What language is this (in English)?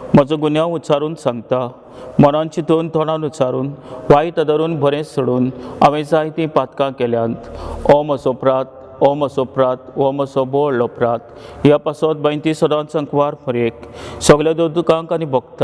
Konkani